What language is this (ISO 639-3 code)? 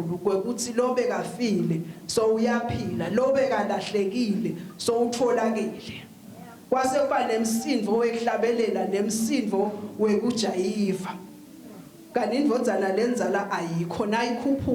ssw